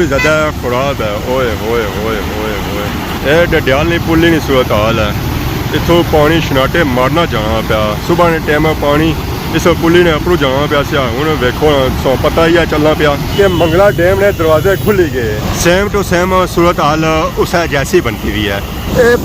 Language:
Pahari-Potwari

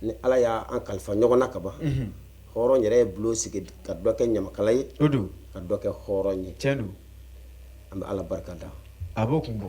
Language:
Bambara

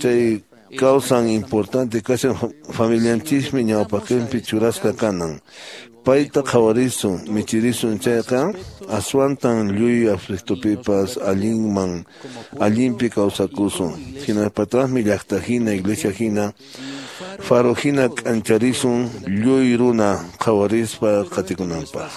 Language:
Quechua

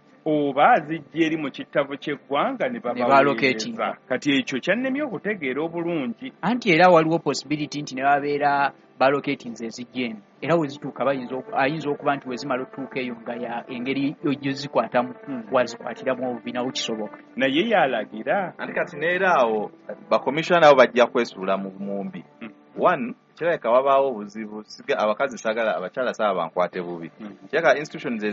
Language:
Ganda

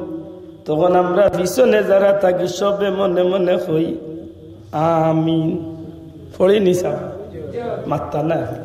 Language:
Sylheti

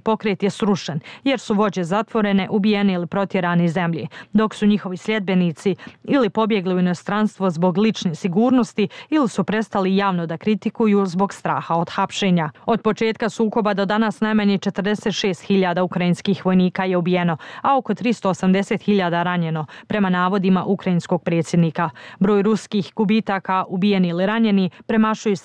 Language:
Bosnian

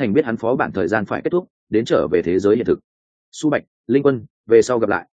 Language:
Vietnamese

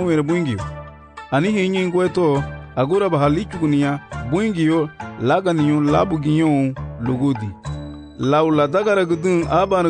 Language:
Garifuna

